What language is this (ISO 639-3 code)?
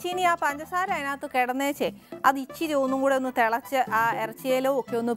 mal